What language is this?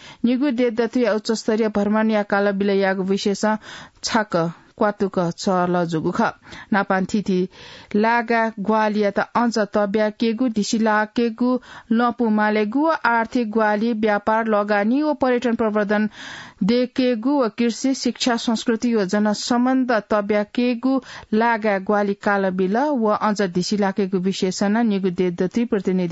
Newari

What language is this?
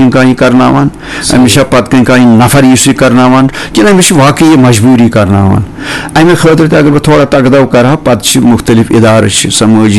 Kashmiri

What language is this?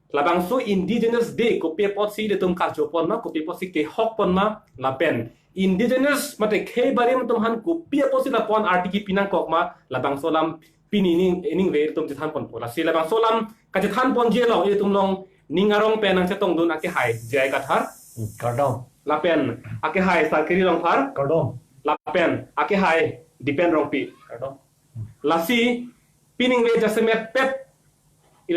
Karbi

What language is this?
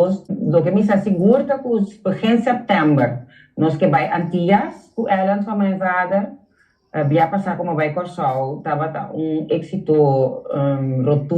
Papiamento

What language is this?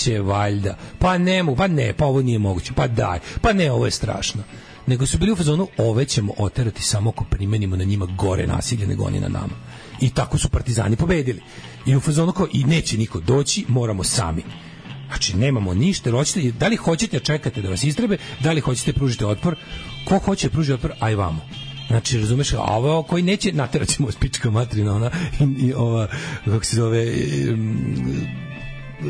Serbian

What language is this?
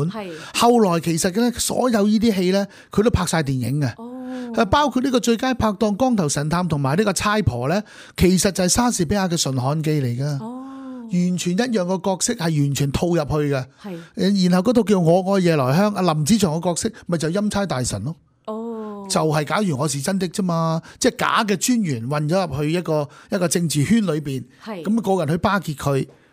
Cantonese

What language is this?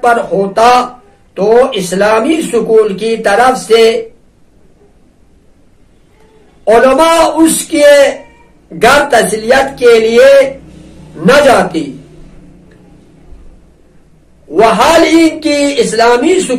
Urdu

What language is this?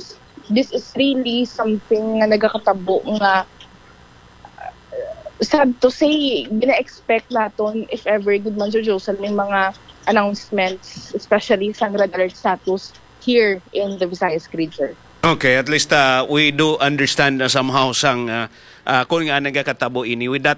Hiligaynon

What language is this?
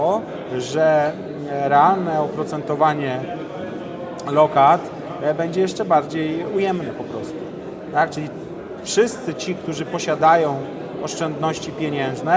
Polish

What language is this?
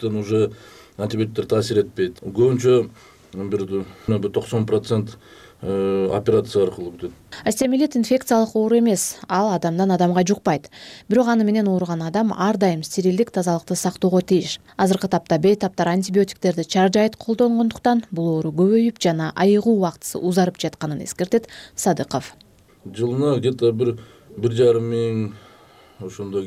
Kyrgyz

